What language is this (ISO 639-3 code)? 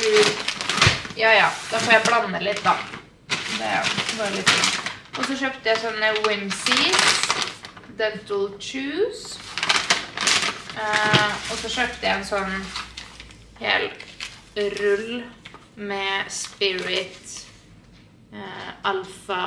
nor